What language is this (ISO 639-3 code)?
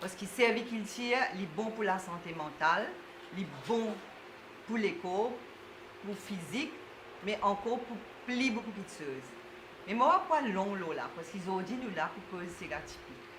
mfe